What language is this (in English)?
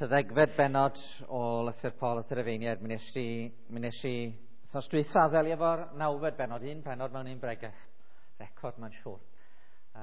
Welsh